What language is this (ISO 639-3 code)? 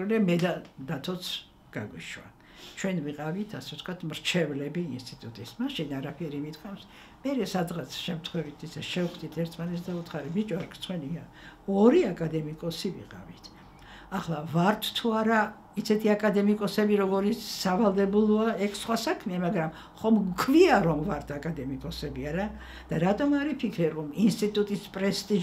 kat